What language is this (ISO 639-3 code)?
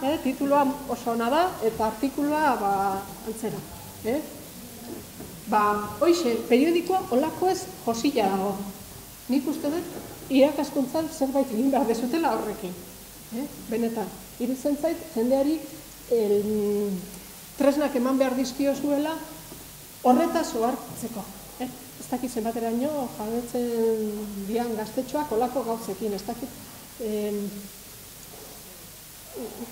eus